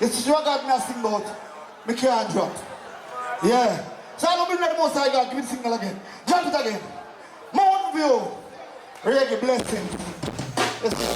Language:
Jamaican Creole English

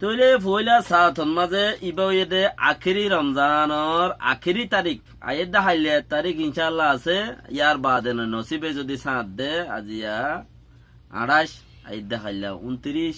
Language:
Rohingya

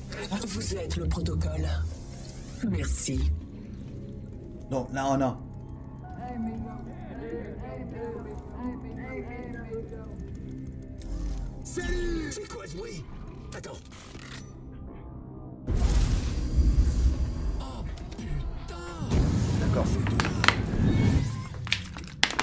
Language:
French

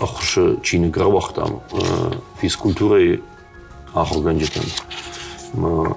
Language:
Ossetic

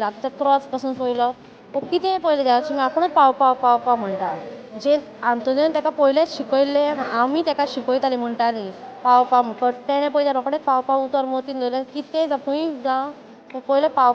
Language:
Konkani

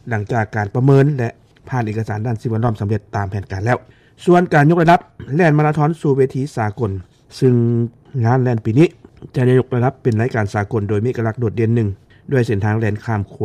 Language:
Lao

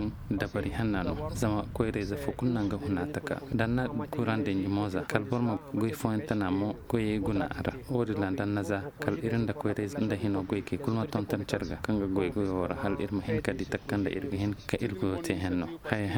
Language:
Koyraboro Senni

